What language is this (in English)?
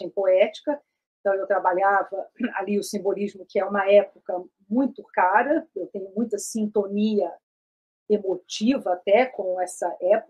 Portuguese